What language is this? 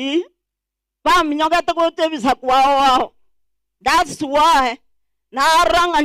Gusii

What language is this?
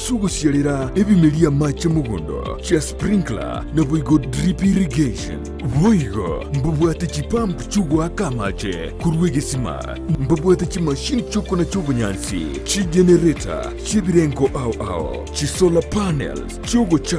Gusii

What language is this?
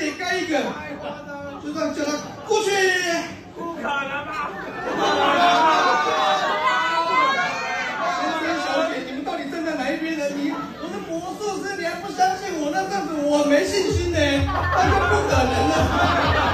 Chinese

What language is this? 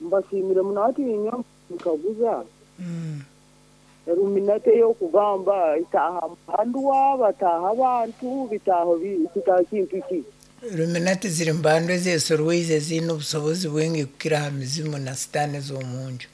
Nyankole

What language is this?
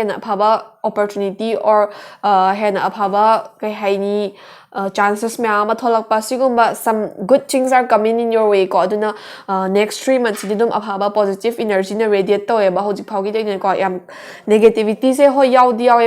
Manipuri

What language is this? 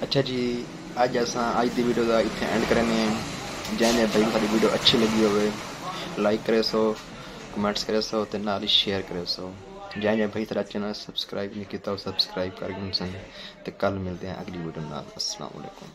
Saraiki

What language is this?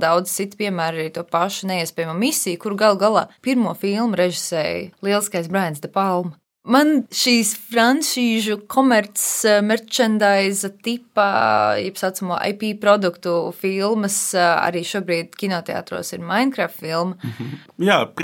Latvian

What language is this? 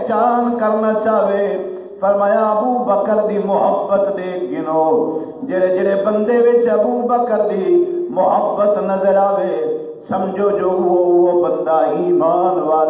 Saraiki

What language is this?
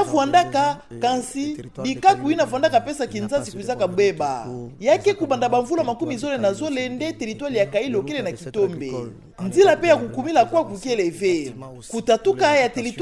Kituba (Democratic Republic of Congo)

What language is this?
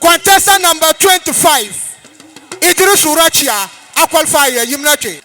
Dagbani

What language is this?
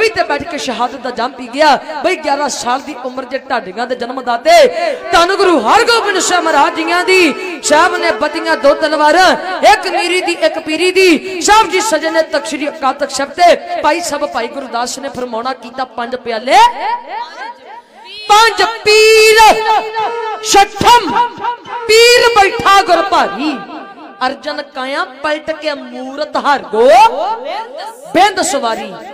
Punjabi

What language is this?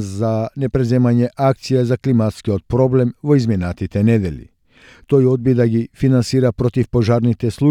Macedonian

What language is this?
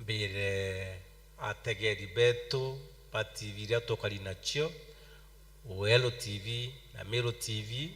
Meru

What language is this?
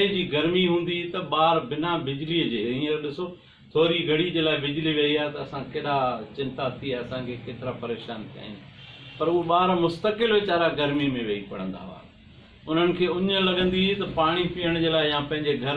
Sindhi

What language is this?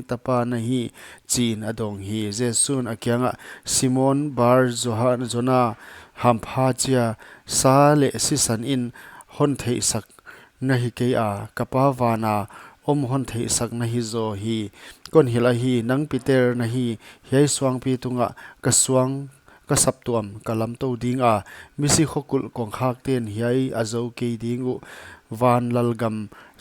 Paite Chin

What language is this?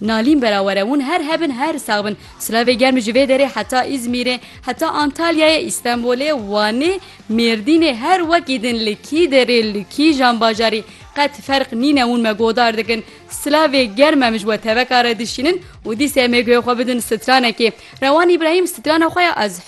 Kurdish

